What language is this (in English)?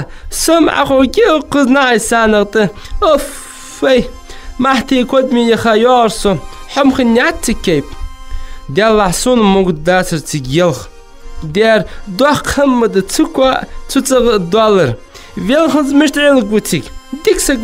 Ingush